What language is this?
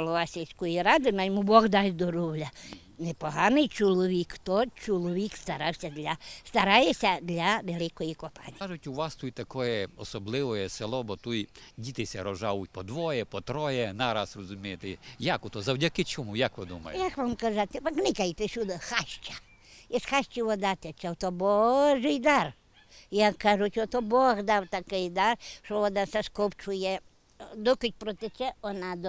Ukrainian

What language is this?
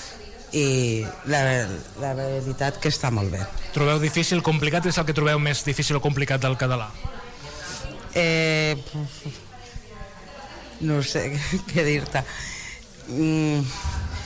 Catalan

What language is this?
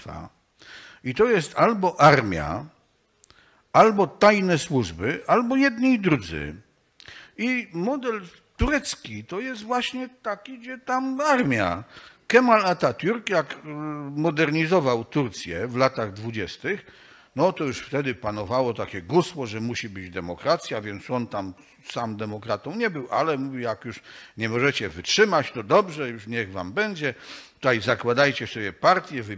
Polish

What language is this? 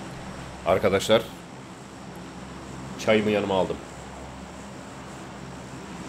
Turkish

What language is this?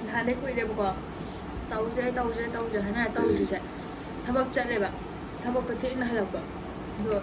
Manipuri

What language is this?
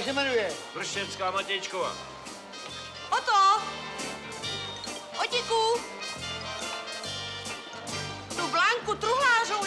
Czech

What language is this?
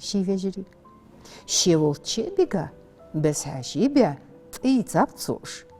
Ingush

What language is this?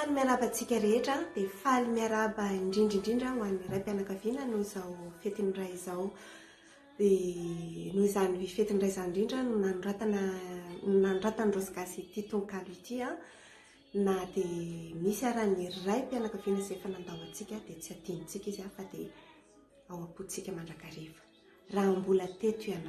Malagasy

